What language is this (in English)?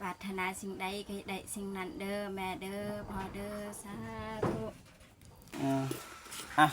Lao